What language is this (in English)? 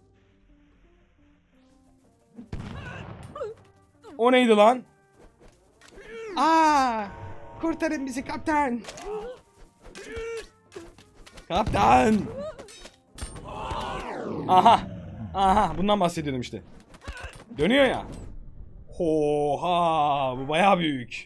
Turkish